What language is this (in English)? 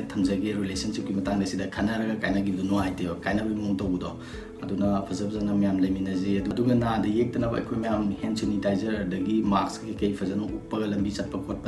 Manipuri